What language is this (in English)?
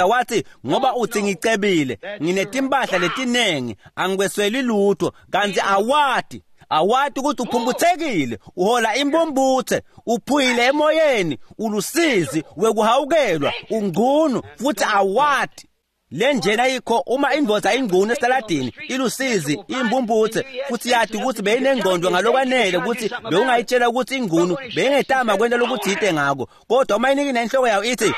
Swati